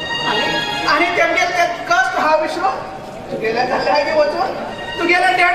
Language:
Konkani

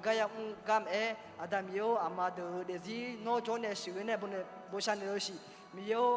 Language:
Akha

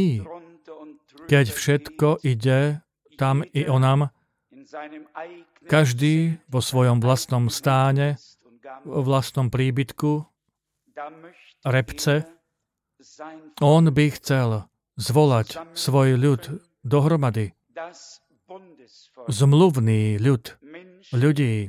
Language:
Slovak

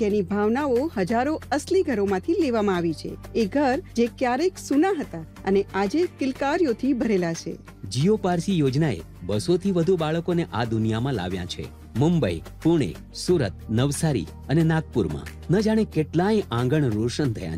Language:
Gujarati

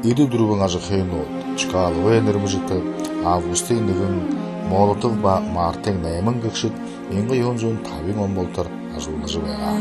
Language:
Buriat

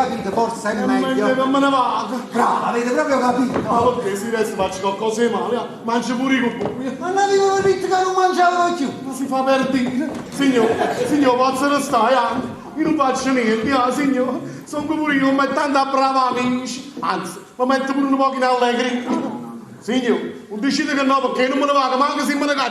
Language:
Neapolitan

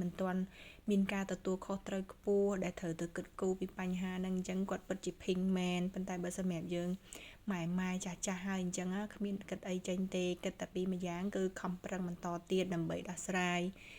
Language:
Khmer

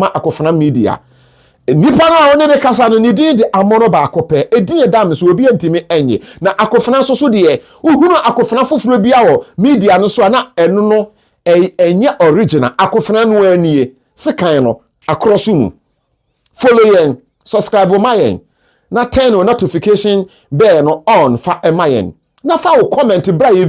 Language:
Akan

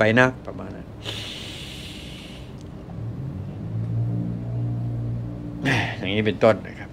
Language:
Thai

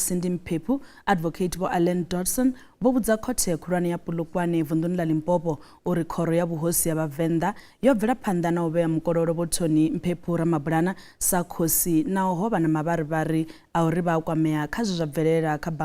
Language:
Venda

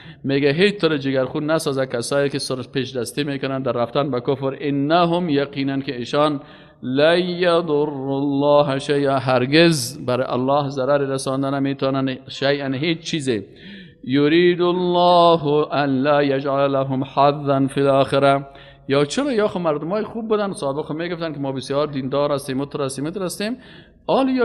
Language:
Persian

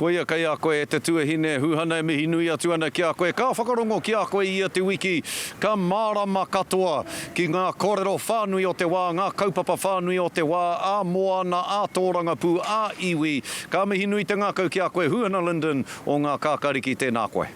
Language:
Māori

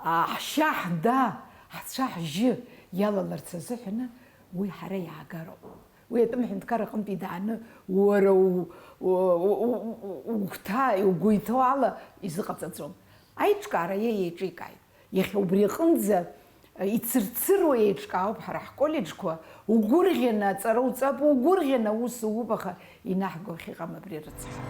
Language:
Abkhazian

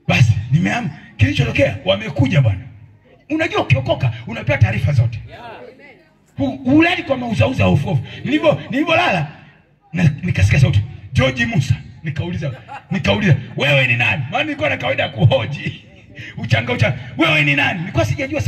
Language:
Swahili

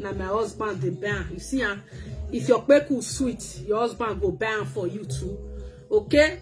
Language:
Nigerian Pidgin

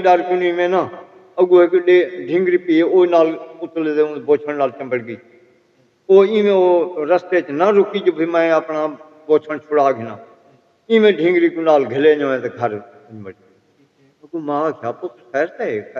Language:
Saraiki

